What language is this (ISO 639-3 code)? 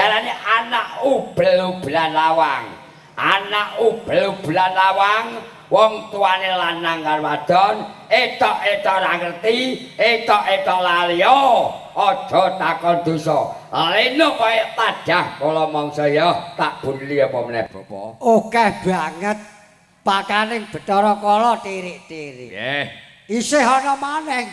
jav